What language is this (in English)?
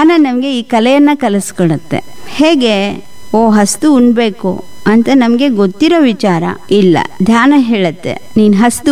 Kannada